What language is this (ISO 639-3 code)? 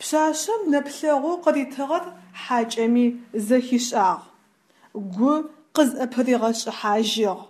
ady